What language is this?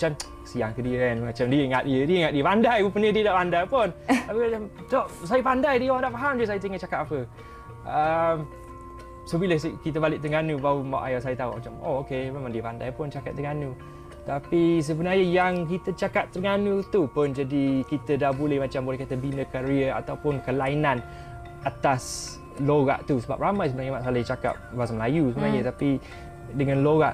Malay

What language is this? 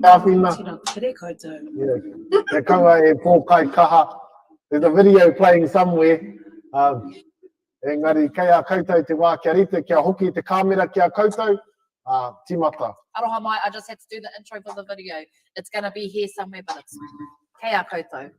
Māori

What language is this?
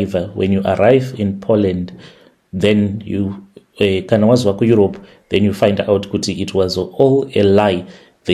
Shona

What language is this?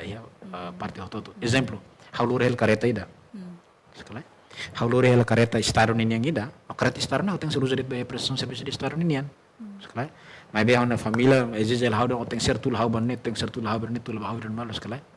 Tetum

